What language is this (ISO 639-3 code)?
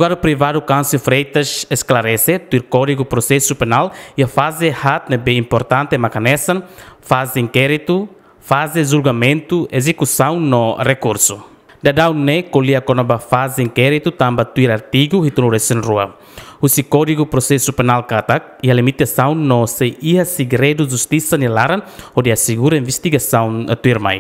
tet